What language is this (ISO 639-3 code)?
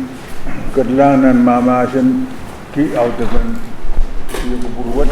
pon